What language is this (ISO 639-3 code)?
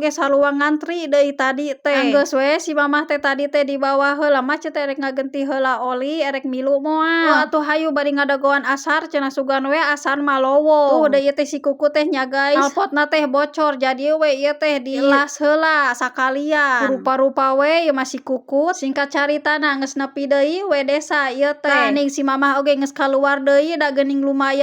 sun